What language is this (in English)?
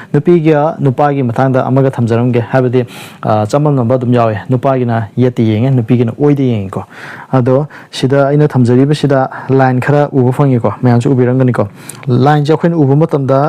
Manipuri